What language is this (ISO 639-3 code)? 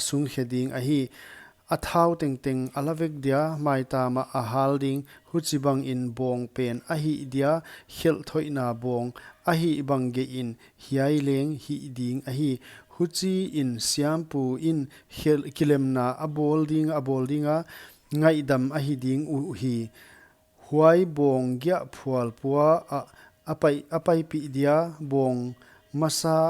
pck